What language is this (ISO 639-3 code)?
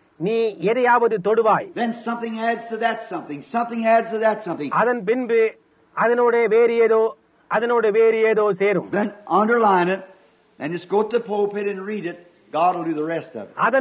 tam